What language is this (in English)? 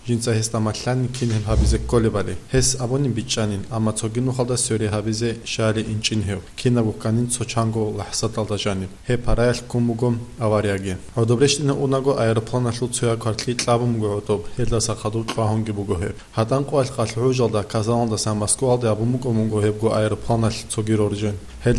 Avaric